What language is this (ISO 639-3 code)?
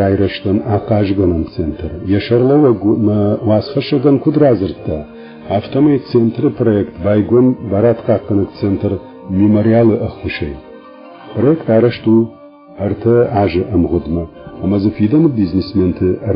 oss